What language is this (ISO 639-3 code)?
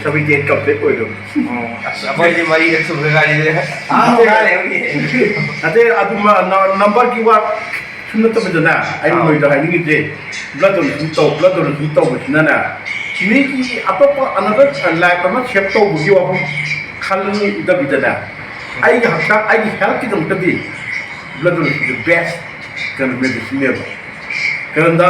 mni